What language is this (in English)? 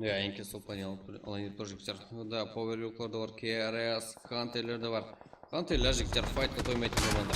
Kara-Kalpak